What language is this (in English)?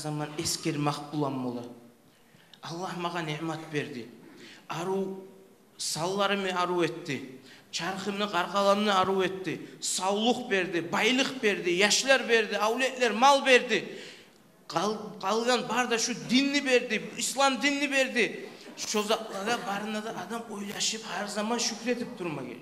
Kumyk